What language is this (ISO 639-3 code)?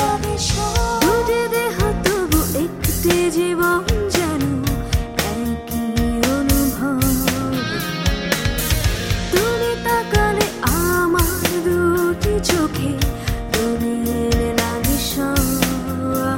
ben